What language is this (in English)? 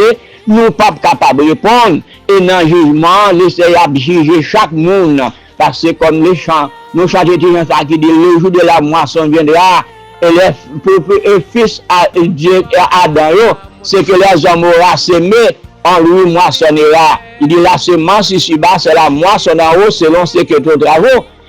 Haitian Creole